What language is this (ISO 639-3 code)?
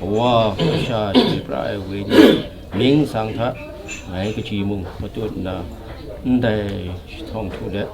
kac